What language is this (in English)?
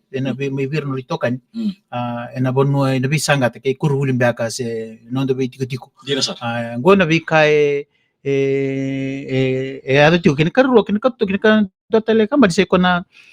Fijian